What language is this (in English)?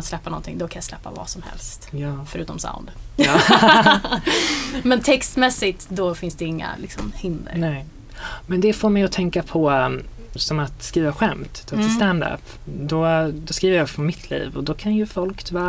Swedish